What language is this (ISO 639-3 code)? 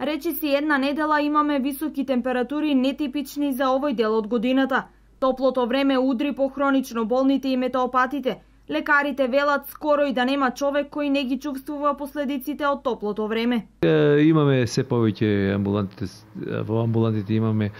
mkd